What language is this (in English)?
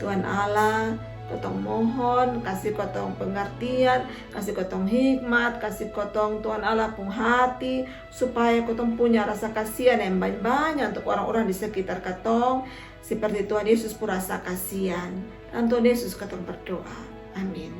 Kupang Malay